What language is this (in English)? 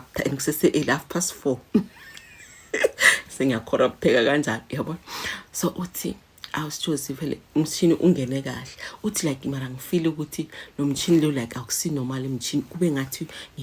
Zulu